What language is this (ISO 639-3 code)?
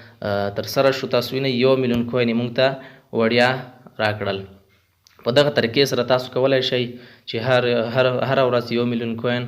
pus